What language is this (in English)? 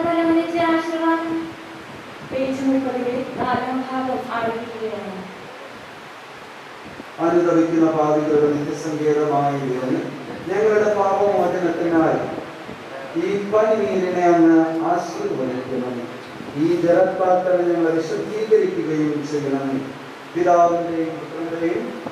Malayalam